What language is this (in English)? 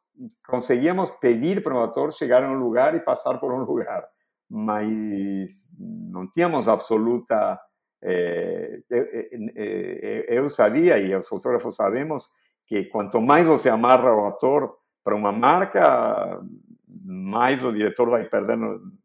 Portuguese